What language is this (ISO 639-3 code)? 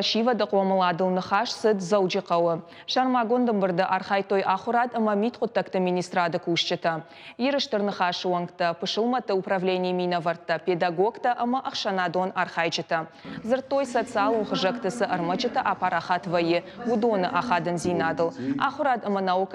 oss